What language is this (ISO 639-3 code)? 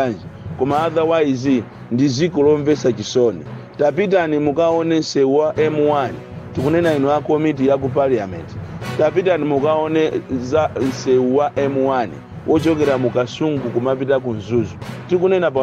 nya